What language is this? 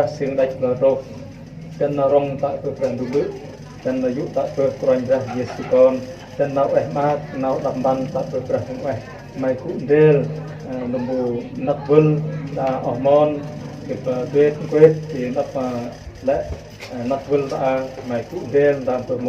Central Mnong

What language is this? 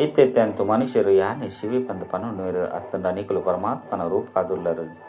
Tulu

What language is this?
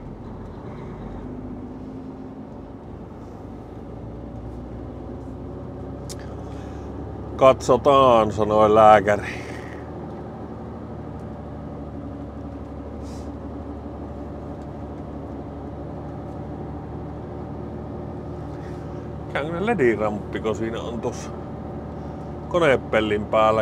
Finnish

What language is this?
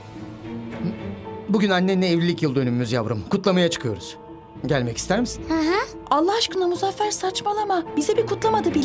Turkish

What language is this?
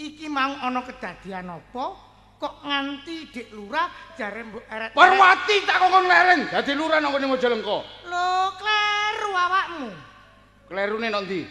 Javanese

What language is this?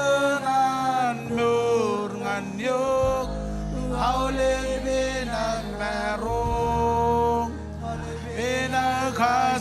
Marshallese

